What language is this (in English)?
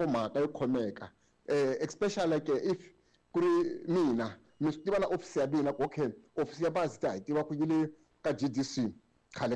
Tsonga